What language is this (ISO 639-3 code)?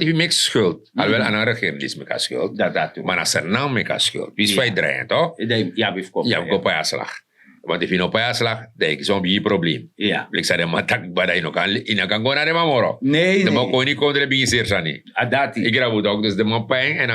srn